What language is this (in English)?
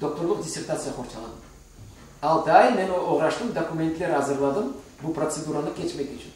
Crimean Tatar